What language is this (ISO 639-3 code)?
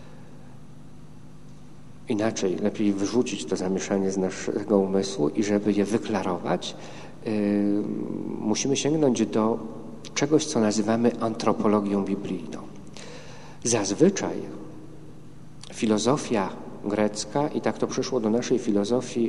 pol